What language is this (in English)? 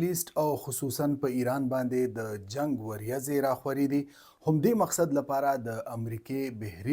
Pashto